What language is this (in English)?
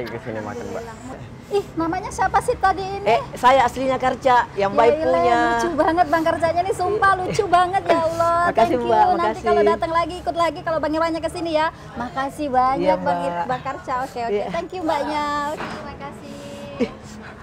Makassar Malay